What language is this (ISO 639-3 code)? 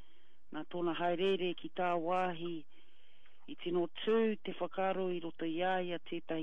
mri